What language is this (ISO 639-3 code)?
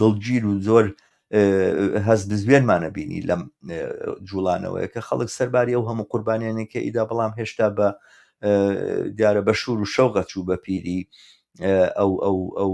ckb